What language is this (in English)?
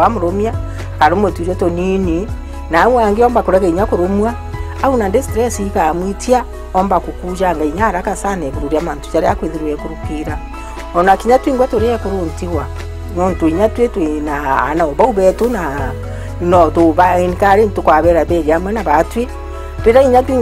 Meru